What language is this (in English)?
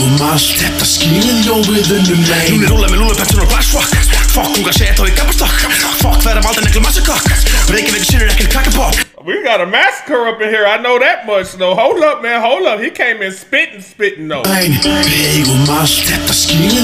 Icelandic